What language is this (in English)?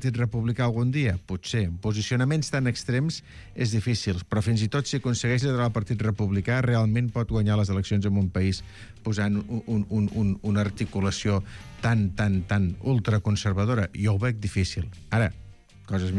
Catalan